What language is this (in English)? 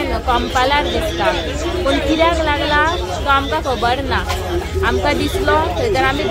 Konkani